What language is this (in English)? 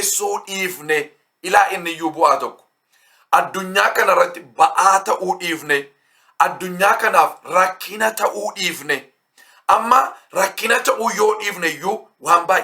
Oromo